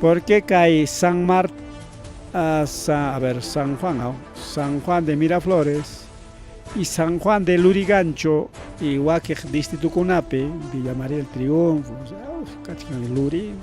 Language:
Ayacucho Quechua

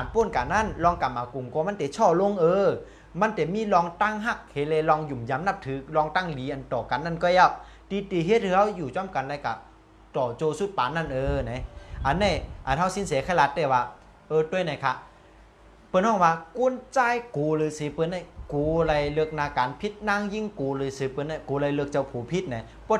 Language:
Shan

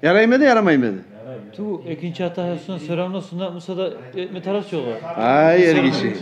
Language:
Kumyk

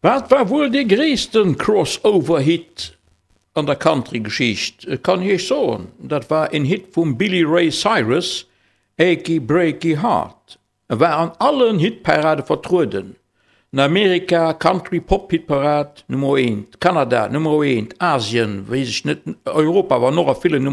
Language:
Luxembourgish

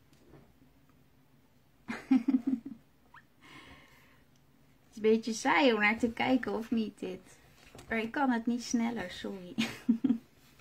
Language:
Dutch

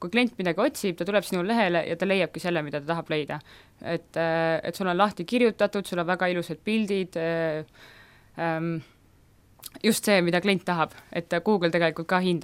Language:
Estonian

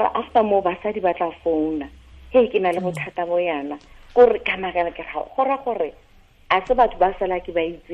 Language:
Tswana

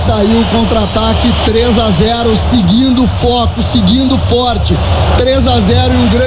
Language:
Portuguese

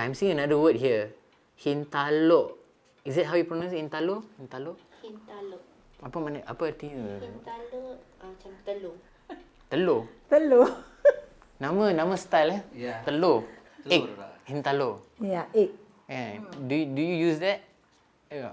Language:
Banjar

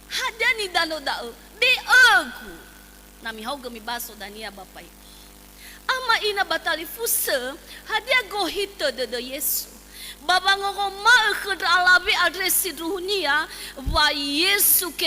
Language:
Nias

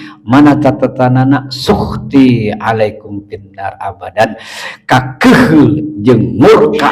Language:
Sundanese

